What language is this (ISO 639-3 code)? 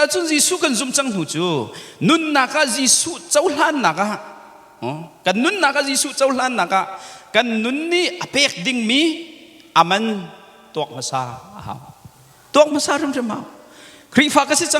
cnh